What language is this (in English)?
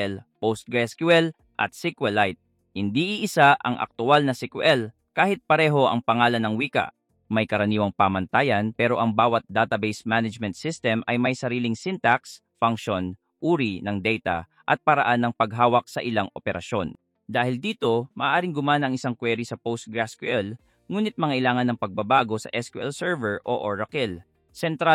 Filipino